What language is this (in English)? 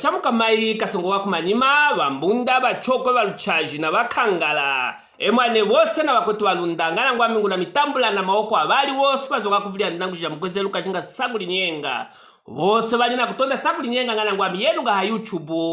Luvale